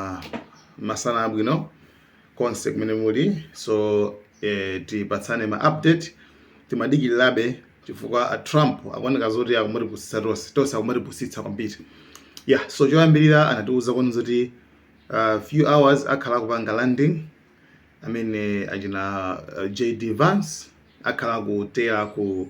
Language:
Nyanja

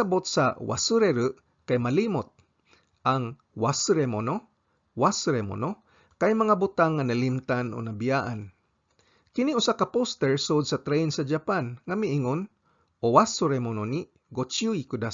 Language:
Cebuano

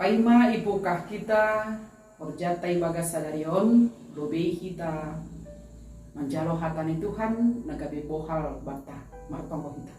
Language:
Batak Simalungun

